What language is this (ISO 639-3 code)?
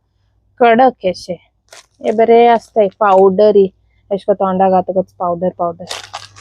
kok